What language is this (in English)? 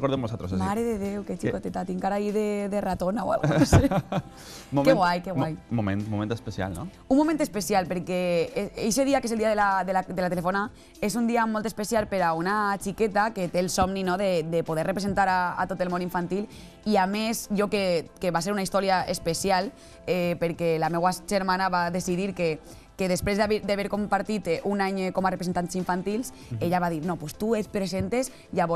Catalan